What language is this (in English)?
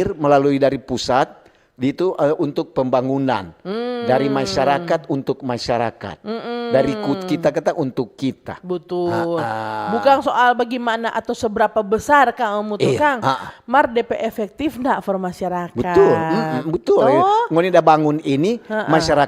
Manado Malay